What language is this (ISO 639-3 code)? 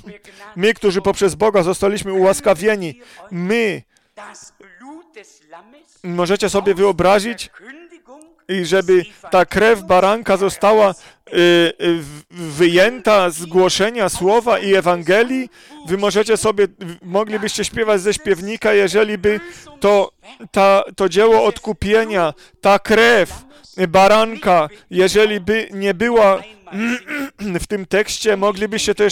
pol